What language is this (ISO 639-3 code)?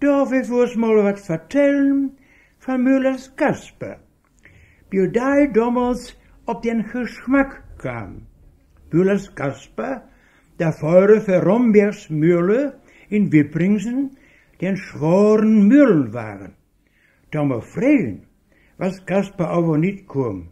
wep